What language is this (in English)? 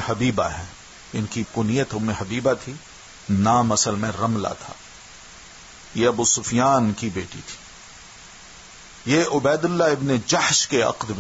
Urdu